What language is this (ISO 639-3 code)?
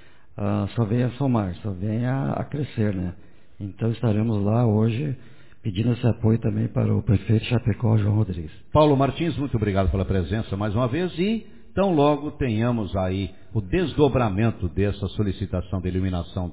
por